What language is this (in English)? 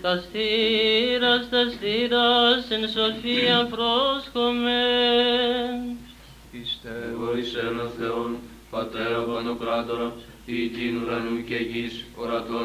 Greek